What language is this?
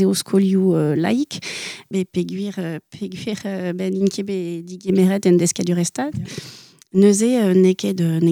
Breton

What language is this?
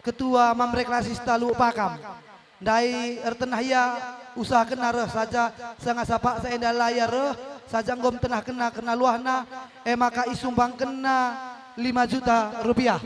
Batak Karo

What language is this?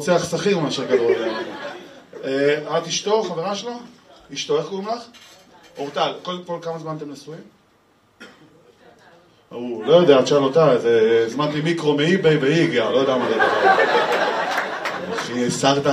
Hebrew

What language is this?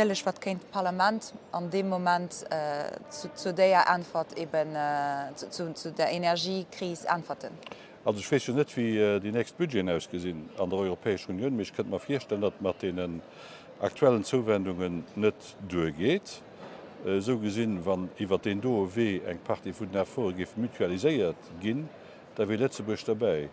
Luxembourgish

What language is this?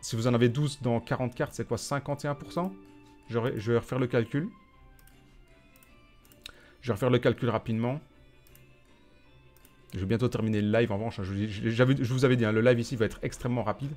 French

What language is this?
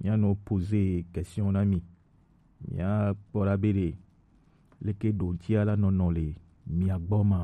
Gen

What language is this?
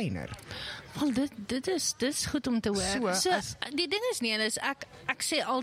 Afrikaans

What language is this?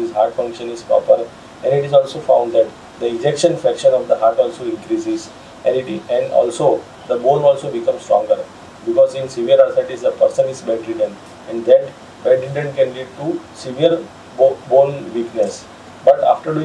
English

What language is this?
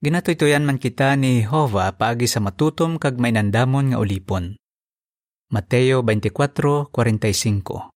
Hiligaynon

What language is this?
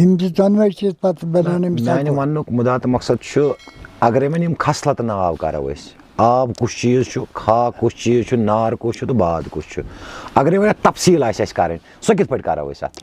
Kashmiri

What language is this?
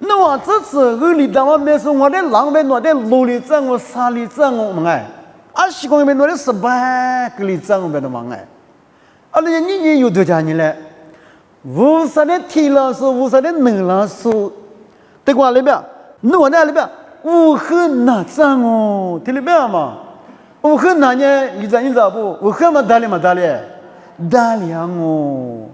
Lisu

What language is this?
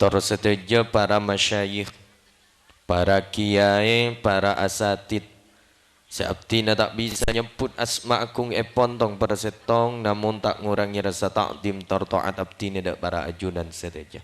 Madurese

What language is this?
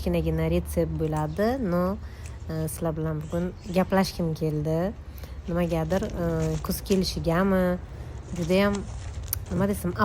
Uzbek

